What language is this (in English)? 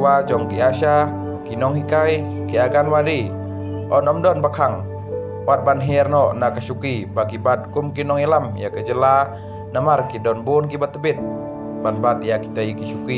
Khasi